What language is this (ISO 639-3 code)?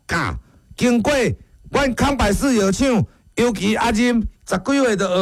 nan